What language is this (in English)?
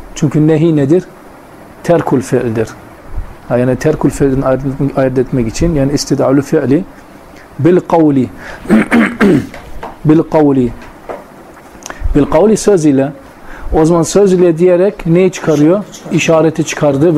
Turkish